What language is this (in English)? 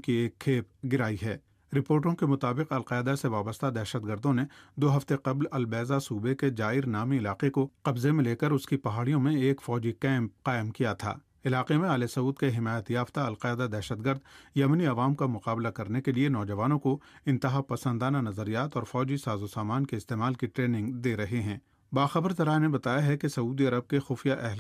Urdu